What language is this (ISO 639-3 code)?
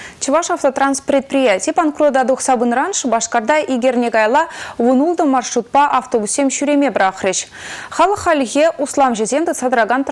chv